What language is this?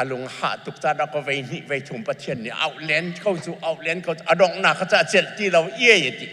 Hakha Chin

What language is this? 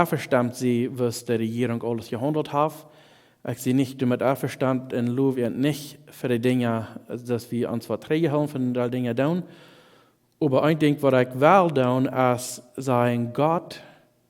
Plautdietsch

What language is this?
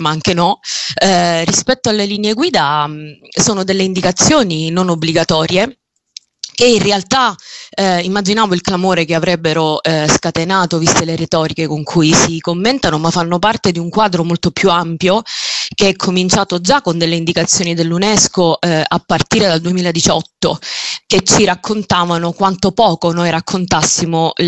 Italian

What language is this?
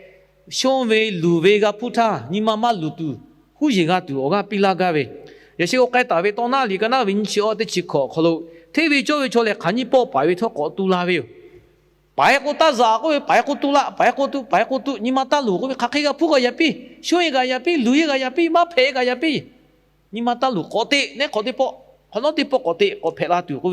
Lahu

